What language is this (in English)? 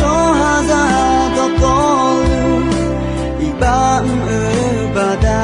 Akha